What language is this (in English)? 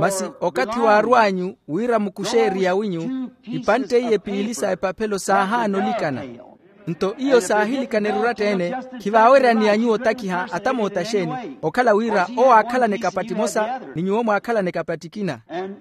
Makhuwa